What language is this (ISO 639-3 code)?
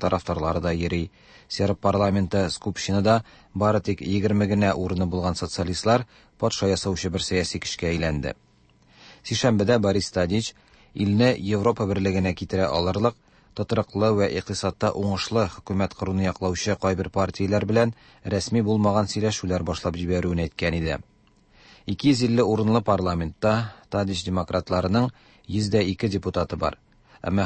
tat